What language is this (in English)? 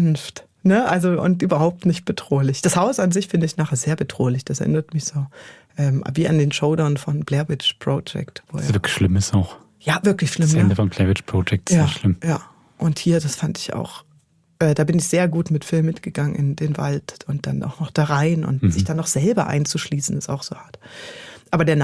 Swiss German